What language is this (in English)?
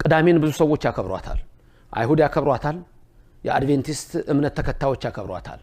Amharic